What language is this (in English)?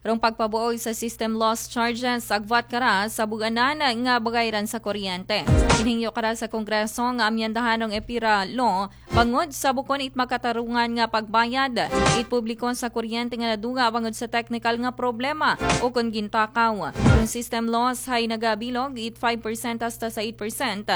Aklanon